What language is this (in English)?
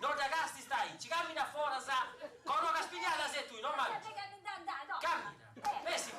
Sardinian